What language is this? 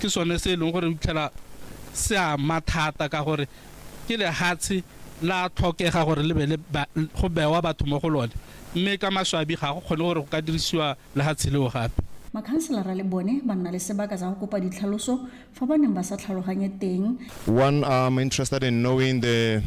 Tswana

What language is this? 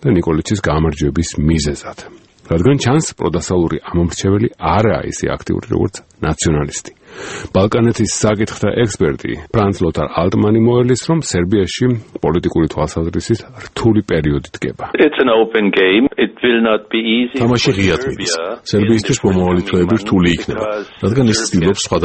Georgian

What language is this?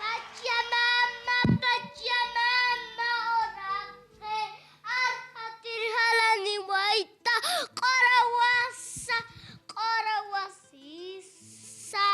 Aymara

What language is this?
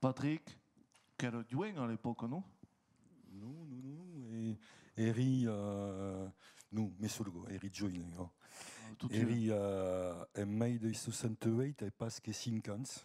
Occitan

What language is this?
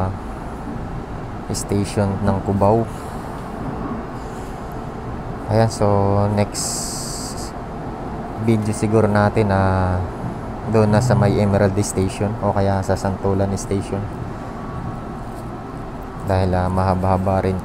Filipino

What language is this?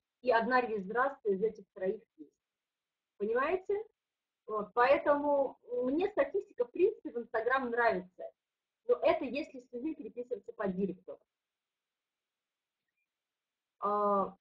Russian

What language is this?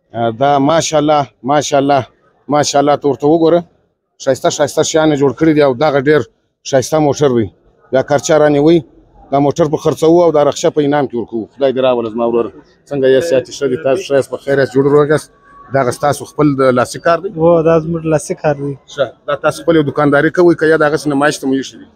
Pashto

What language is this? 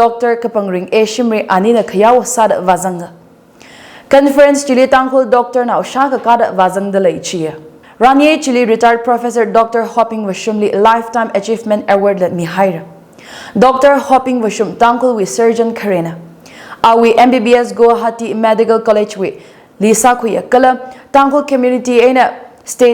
Tangkhul Naga (India)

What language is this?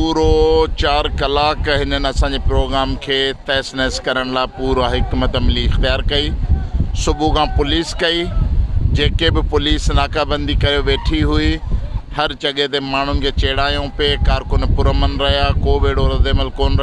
Sindhi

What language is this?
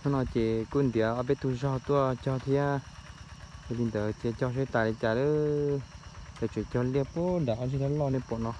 Hmong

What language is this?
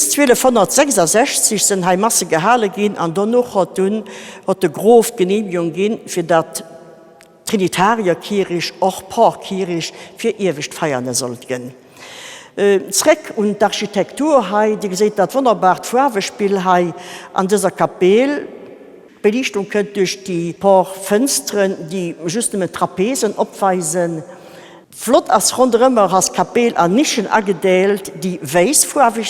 Luxembourgish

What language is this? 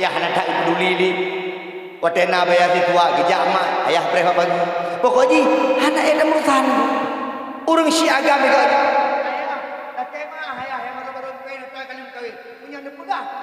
Achinese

